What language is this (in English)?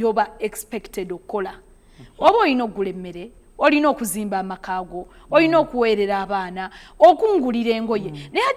Ganda